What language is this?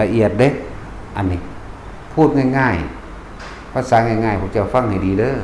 Northeastern Thai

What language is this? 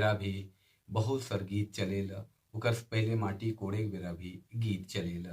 Sadri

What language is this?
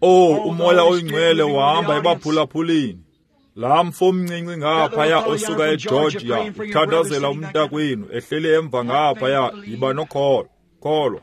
Xhosa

